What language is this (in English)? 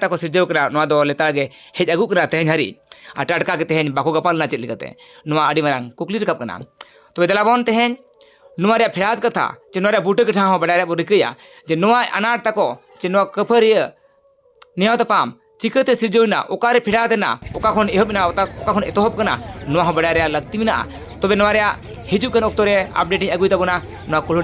Santali